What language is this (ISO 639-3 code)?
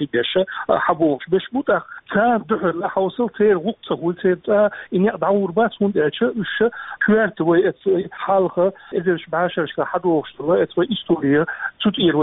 che